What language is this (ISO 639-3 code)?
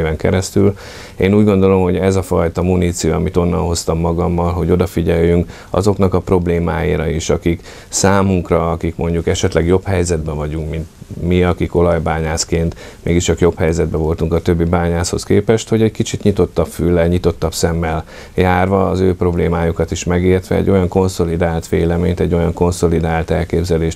hun